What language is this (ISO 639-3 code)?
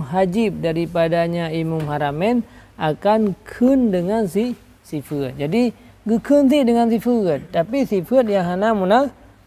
ace